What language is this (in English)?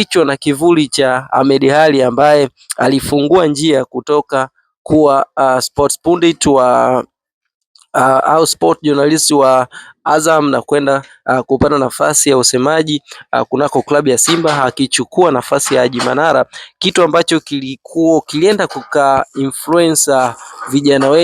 Swahili